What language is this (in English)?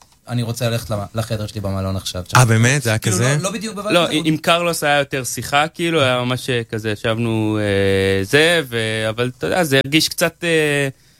Hebrew